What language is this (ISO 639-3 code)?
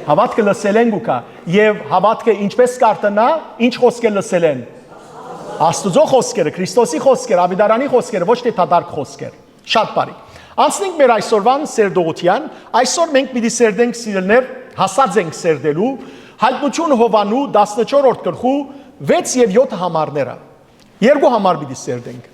hyw